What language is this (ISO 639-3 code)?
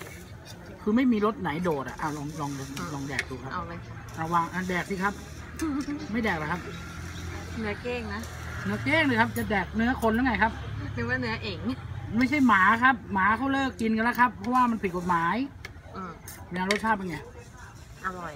tha